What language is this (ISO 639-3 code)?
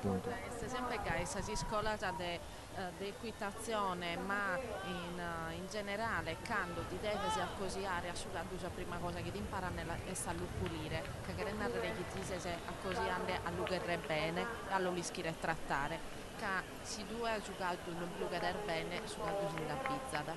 srd